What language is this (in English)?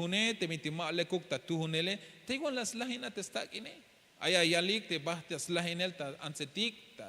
Tzeltal